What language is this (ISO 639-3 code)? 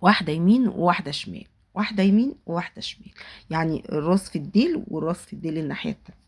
arz